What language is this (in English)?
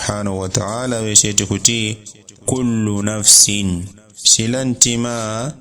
Yao